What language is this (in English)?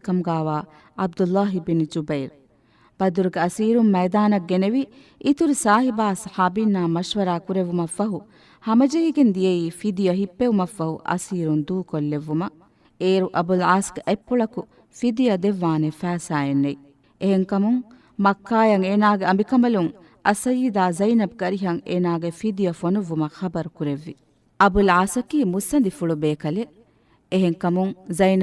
Divehi